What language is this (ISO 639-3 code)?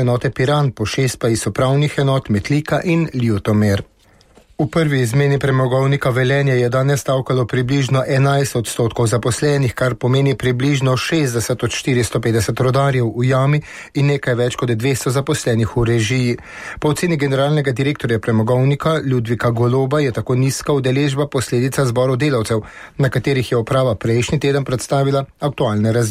slv